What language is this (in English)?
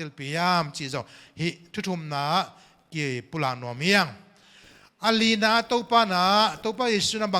Tedim Chin